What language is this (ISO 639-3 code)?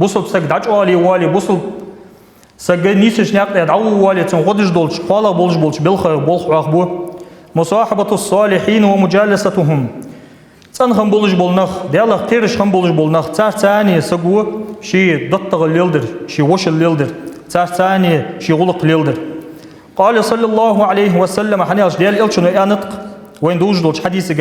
inh